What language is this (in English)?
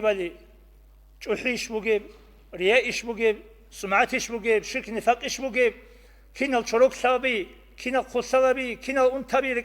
Avaric